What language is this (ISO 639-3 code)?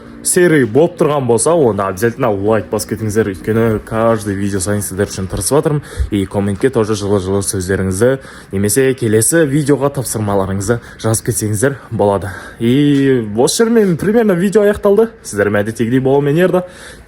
kaz